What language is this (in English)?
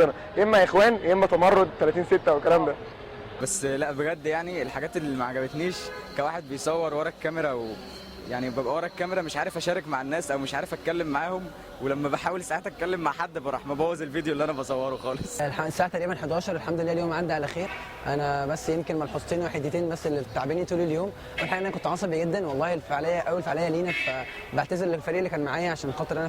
Egyptian Arabic